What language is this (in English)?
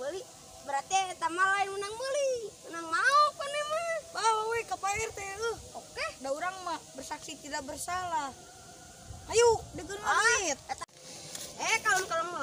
Sundanese